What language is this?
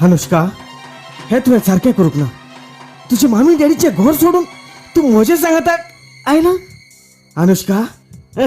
Konkani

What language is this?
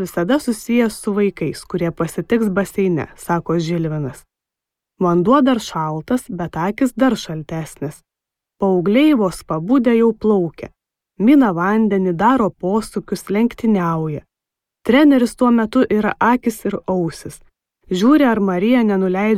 Lithuanian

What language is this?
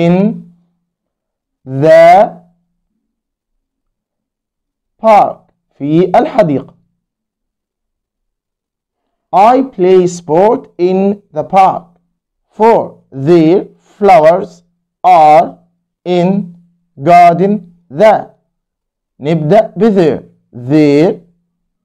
Arabic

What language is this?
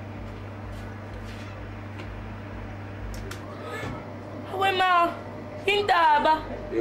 Zulu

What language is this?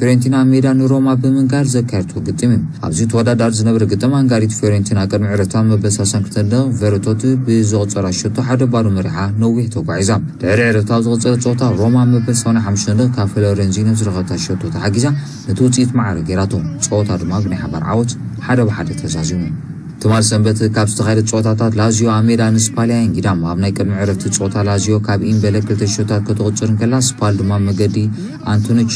Tigrinya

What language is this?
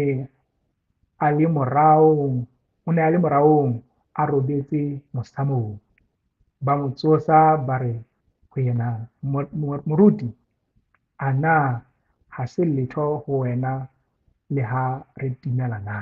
Southern Sotho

